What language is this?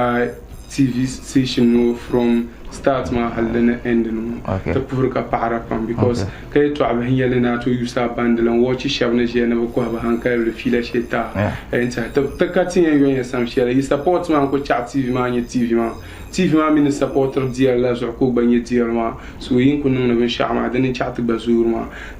Dagbani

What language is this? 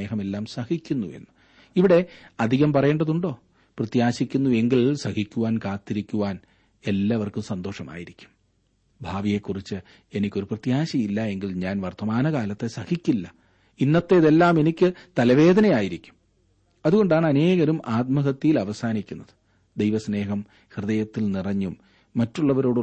Malayalam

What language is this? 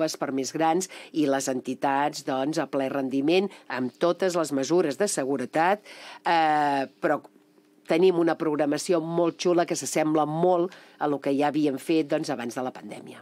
Catalan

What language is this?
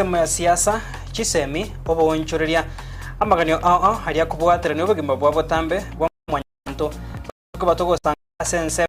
Gusii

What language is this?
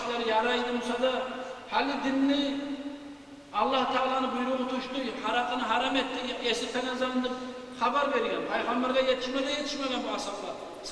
Kumyk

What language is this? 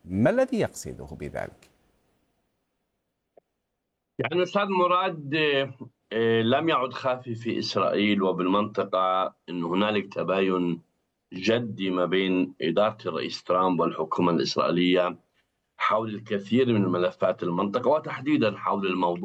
Arabic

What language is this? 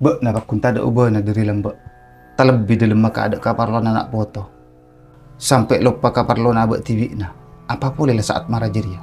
Madurese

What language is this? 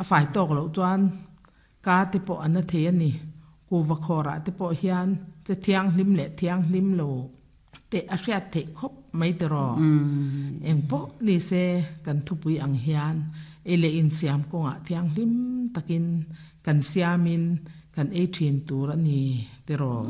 Mizo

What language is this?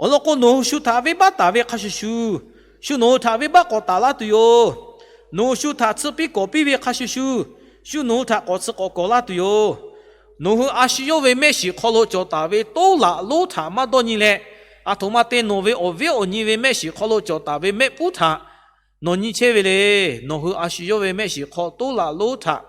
Lahu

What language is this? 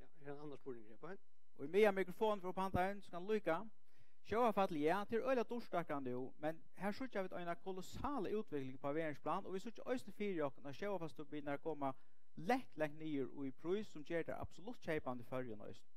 Faroese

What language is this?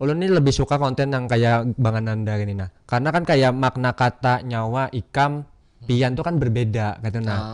Banjar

